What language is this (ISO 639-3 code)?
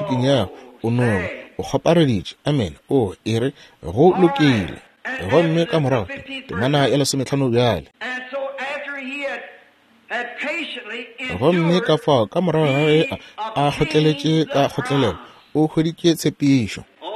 nso